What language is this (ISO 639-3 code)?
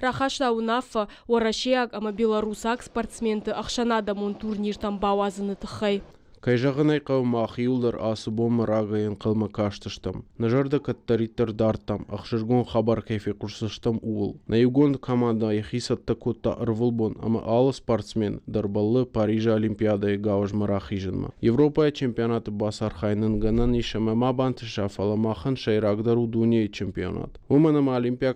oss